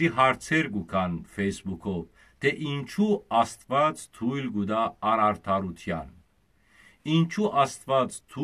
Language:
Western Armenian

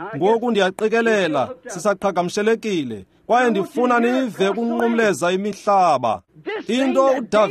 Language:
Xhosa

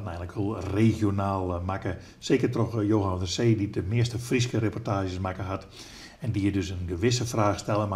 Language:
Western Frisian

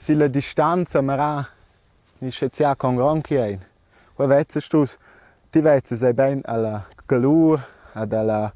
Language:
Romansh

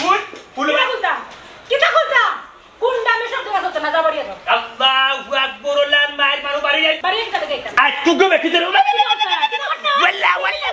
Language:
Sylheti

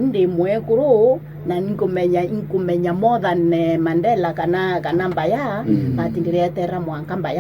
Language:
Meru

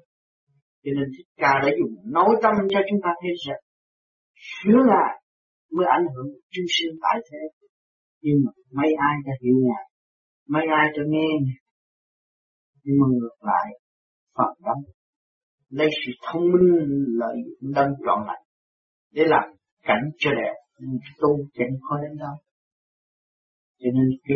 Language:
Vietnamese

